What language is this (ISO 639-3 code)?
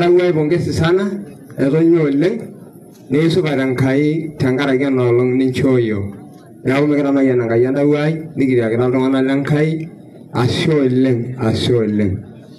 mas